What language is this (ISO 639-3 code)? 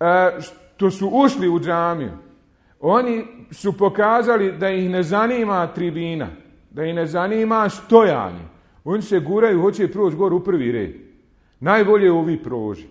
bos